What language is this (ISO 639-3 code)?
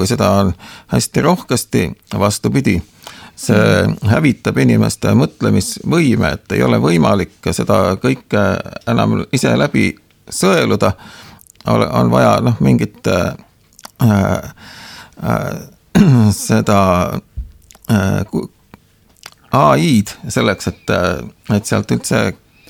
est